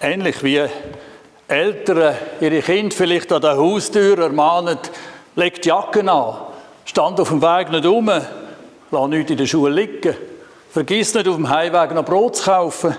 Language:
Swiss German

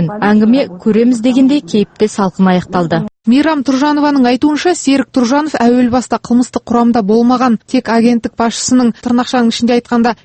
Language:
Kazakh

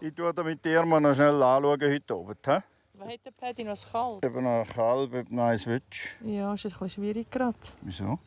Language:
Swiss German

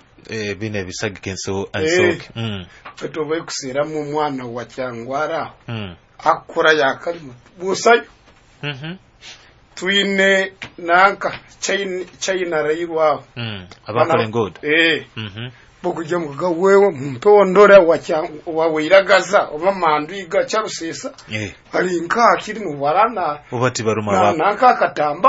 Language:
Nyoro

